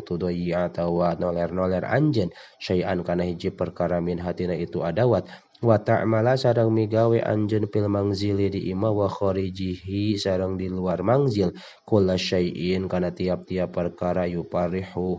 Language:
Sundanese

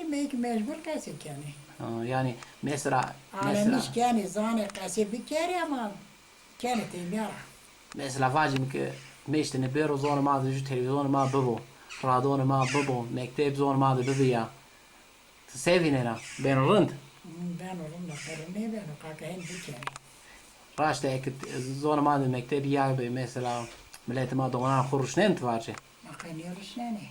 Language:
Zaza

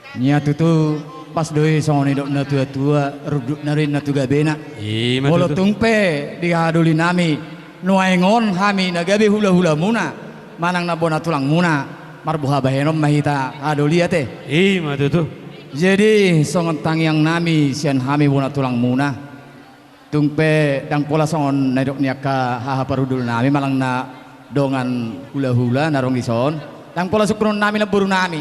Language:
Batak Toba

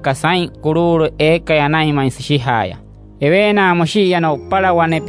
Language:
Wayuu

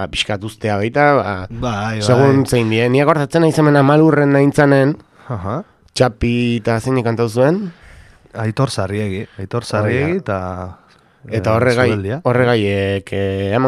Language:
Basque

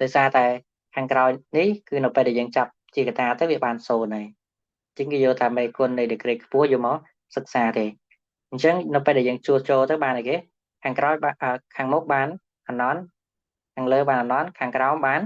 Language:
Khmer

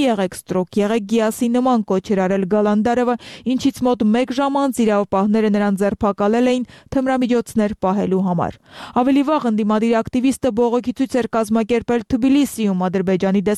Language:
Armenian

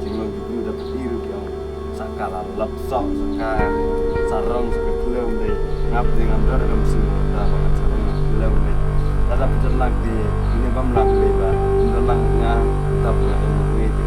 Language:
Khasi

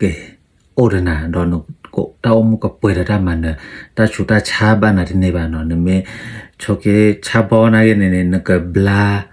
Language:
S'gaw Karen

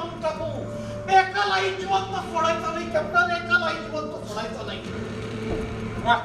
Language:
Marathi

